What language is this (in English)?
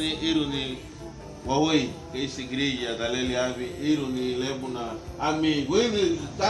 Garifuna